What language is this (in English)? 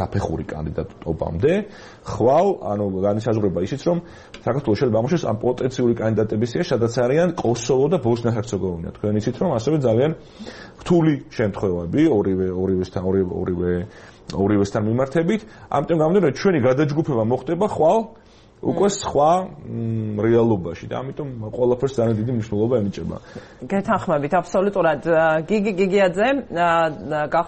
Georgian